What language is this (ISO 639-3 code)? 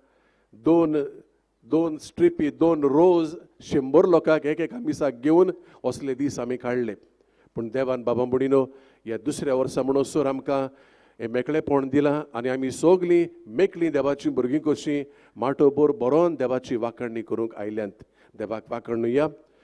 kok